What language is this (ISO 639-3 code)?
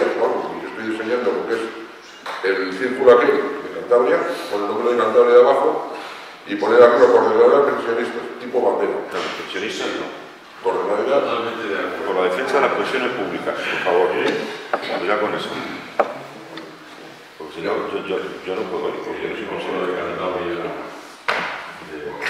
spa